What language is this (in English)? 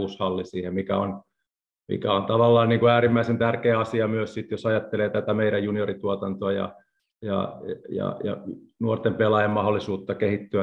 Finnish